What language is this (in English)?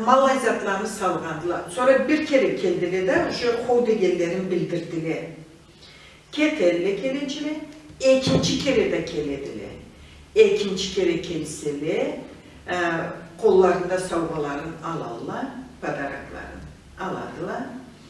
Karachay-Balkar